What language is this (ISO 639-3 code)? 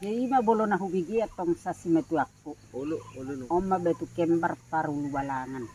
bbc